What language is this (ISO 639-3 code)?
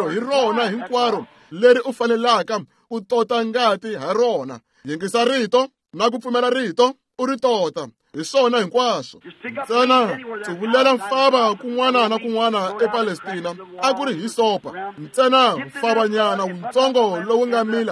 tso